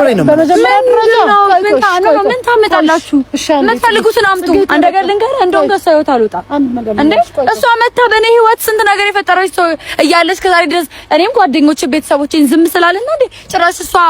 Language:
Amharic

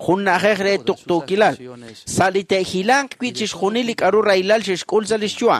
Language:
Kekchí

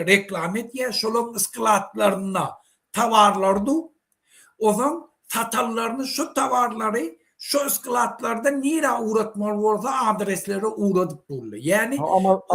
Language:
Turkmen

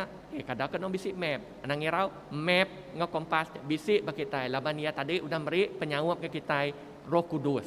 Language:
Iban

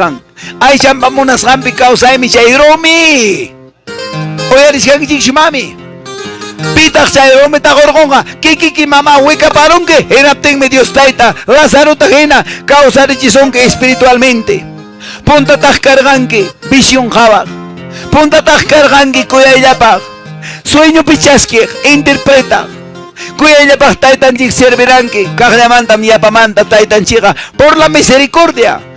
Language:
Quechua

